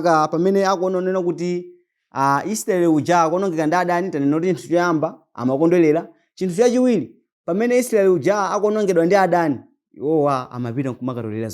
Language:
Nyanja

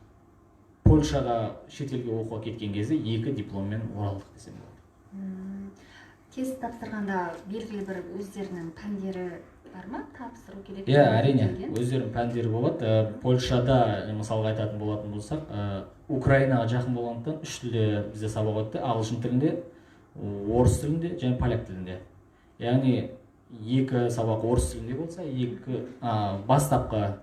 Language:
Kazakh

